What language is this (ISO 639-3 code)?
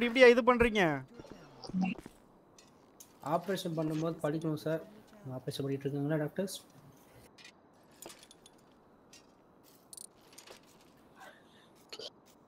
tam